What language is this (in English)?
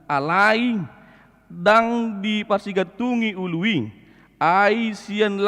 Batak Toba